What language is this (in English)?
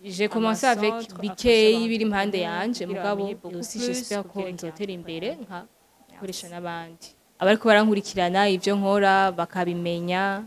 Rundi